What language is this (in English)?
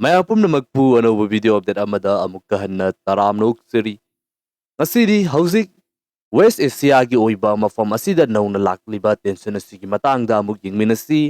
Manipuri